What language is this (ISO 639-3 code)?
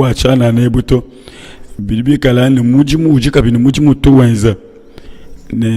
lua